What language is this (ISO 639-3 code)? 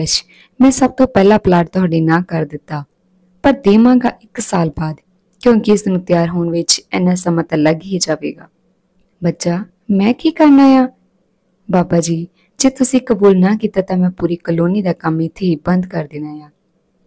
pan